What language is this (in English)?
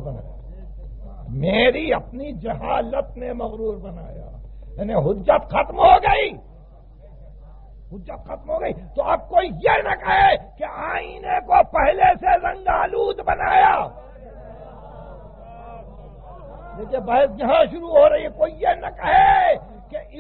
Urdu